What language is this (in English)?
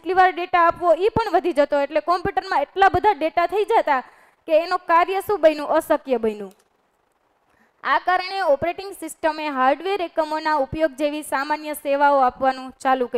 Gujarati